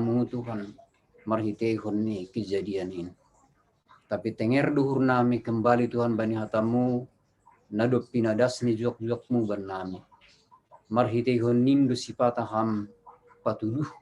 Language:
Batak Simalungun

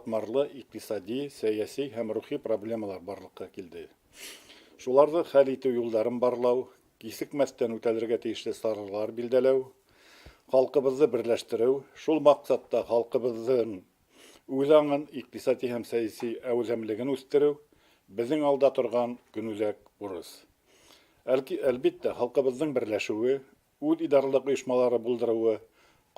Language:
Bashkir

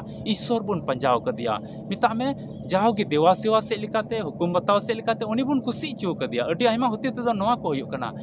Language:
Santali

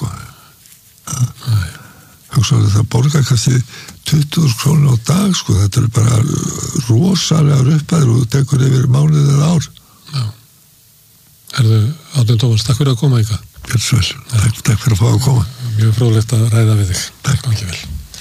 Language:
Icelandic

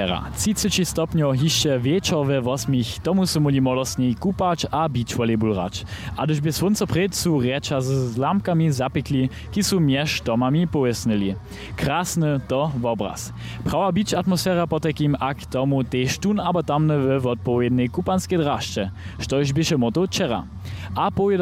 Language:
Upper Sorbian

